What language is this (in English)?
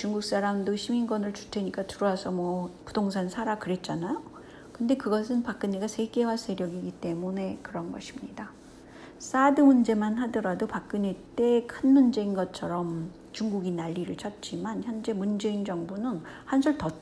Korean